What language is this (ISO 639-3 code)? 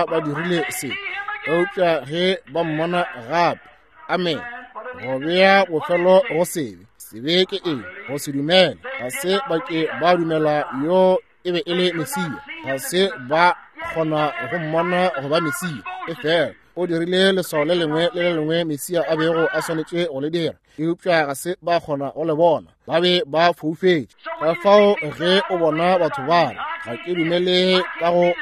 nso